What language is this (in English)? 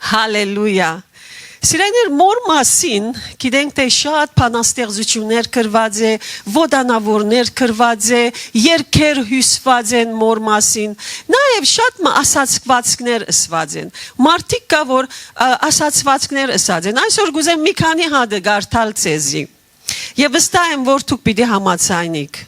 Western Armenian